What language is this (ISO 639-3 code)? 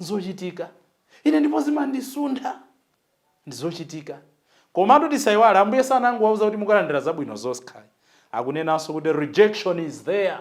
nya